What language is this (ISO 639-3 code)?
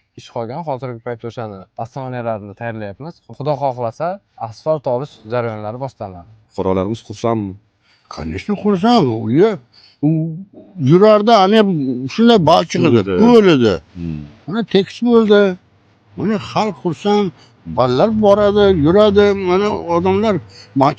uzb